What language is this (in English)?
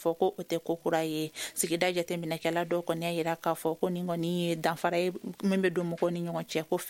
Bambara